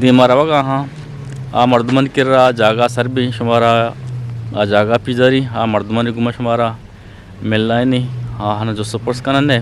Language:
Eastern Balochi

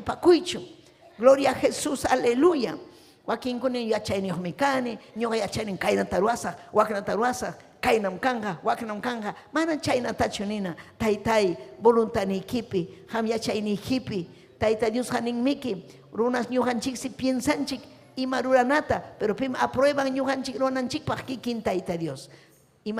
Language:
Ayacucho Quechua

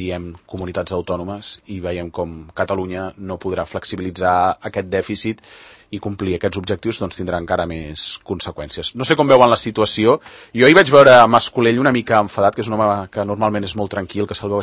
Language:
Catalan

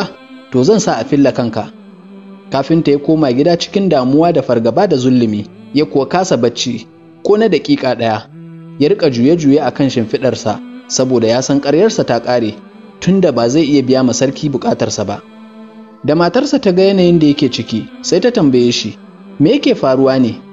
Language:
Hausa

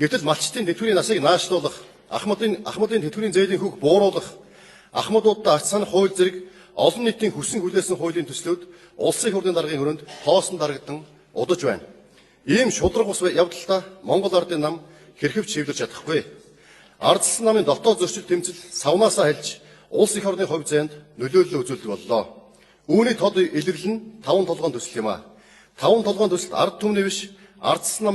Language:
Mongolian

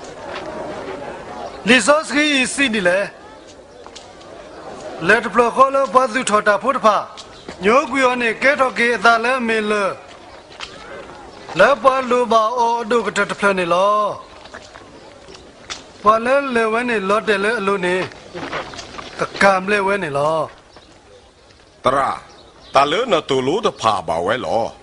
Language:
S'gaw Karen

